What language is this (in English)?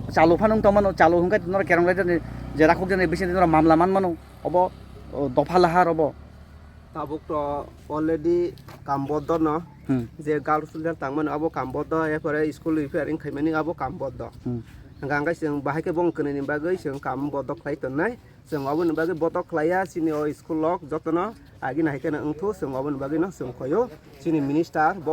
Kok Borok